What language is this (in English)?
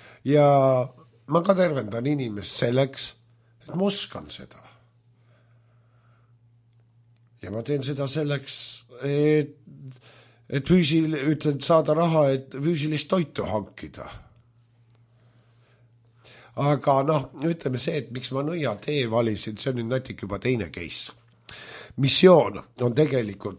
Estonian